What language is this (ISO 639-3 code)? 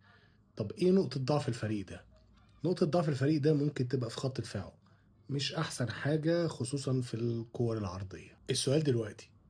arz